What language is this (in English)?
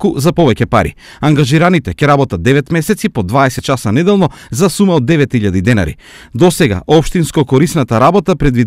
Macedonian